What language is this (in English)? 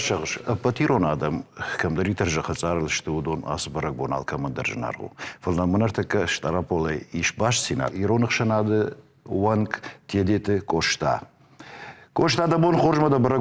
Ossetic